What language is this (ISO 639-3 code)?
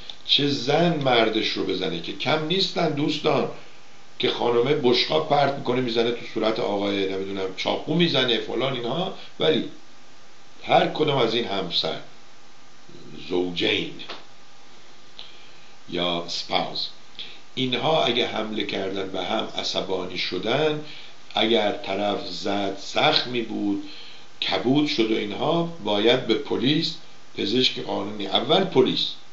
fas